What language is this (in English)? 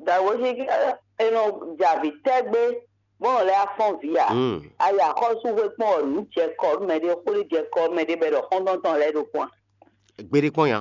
Fon